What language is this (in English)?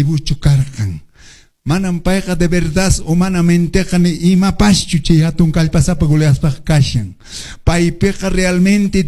Quechua